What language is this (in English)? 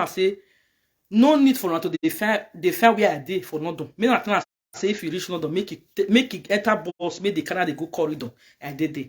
Nigerian Pidgin